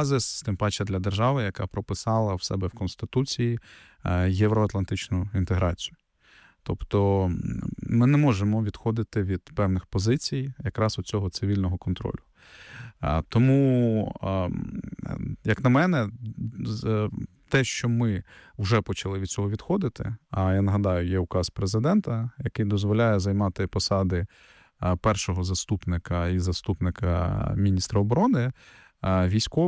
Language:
Ukrainian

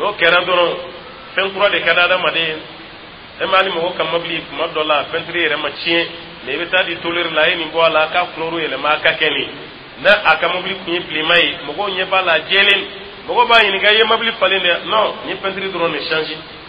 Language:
Dyula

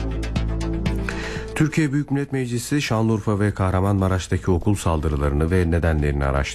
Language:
Turkish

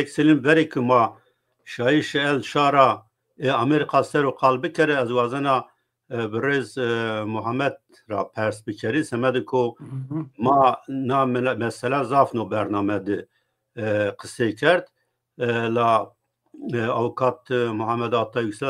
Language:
Zaza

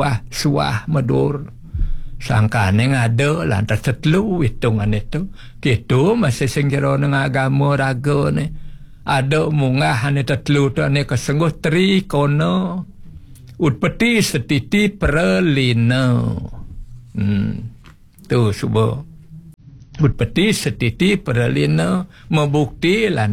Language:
Balinese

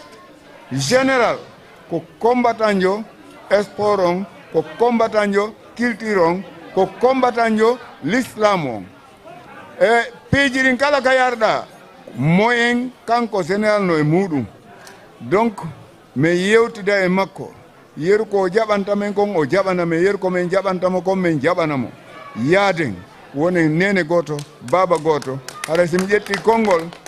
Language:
Fula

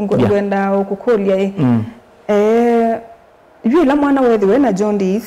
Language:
Kamba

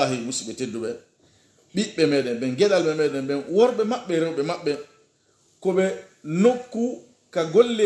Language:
Pular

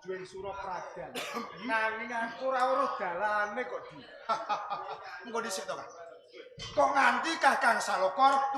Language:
Javanese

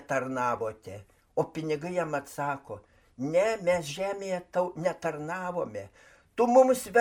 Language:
Lithuanian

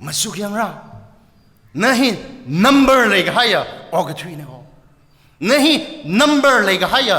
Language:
Tangkhul Naga (India)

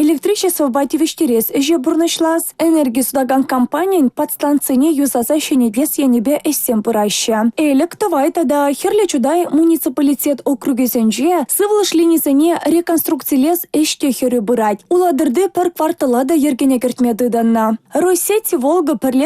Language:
Chuvash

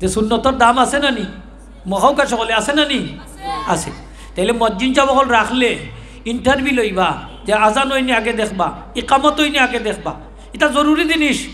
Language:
Sylheti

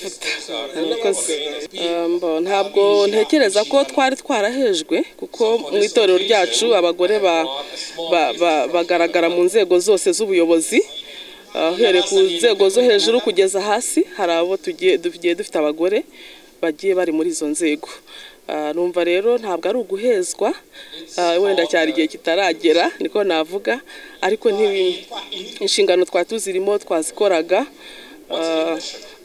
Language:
Kinyarwanda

